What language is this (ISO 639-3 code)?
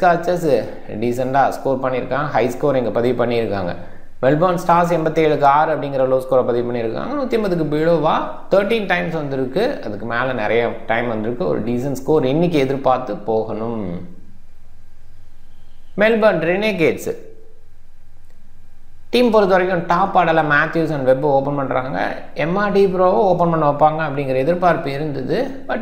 tam